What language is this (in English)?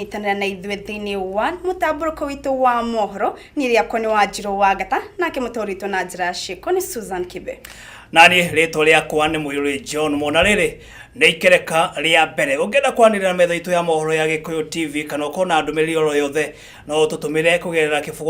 Kikuyu